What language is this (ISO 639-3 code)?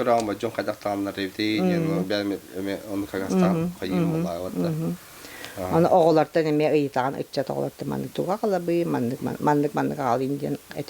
sah